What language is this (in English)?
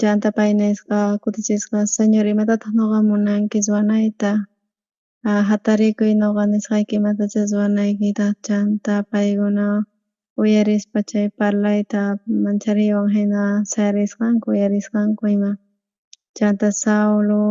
South Bolivian Quechua